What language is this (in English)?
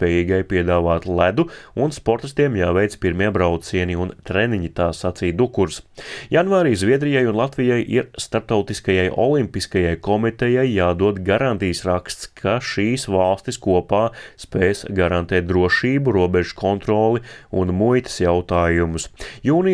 Latvian